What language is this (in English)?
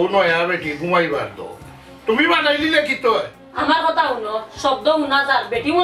Sylheti